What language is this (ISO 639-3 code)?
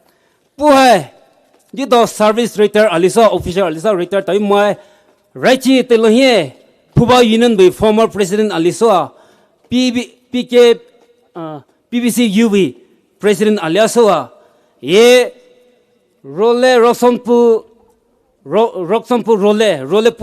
pmx